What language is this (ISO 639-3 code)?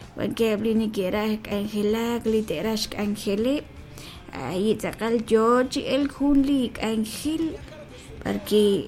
kek